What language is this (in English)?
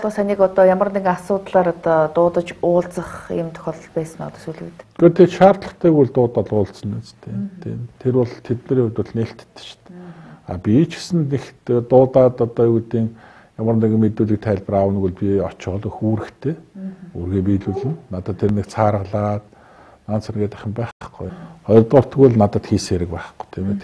Mongolian